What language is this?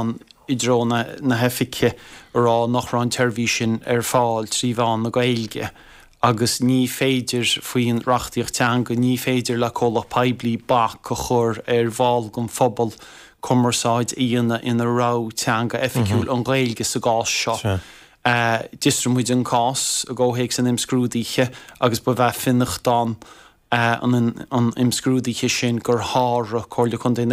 Irish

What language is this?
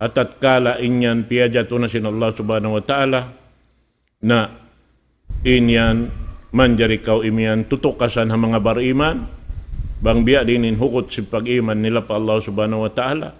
Tausug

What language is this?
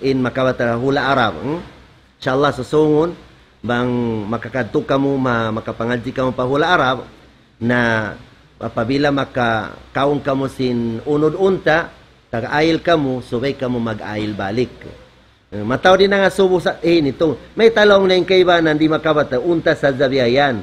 Tausug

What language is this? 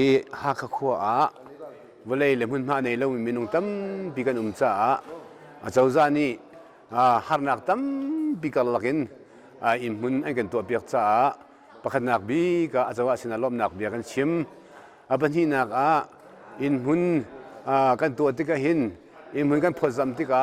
Hakha Chin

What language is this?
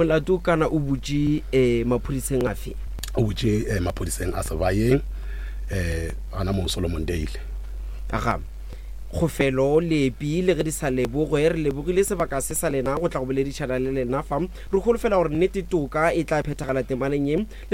Northern Sotho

